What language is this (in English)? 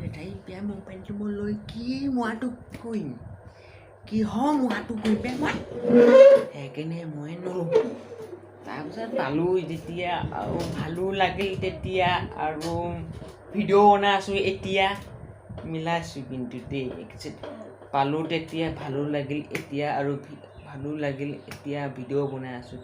Assamese